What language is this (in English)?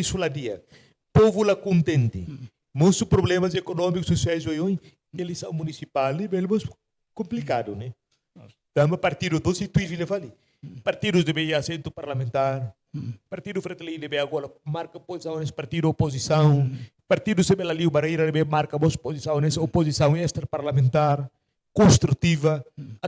Tetum